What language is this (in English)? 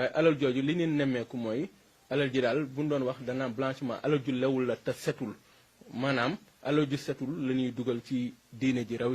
Wolof